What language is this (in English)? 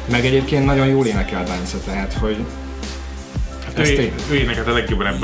Hungarian